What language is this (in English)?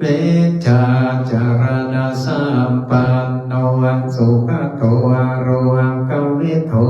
Pali